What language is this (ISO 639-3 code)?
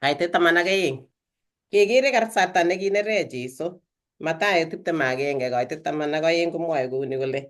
kln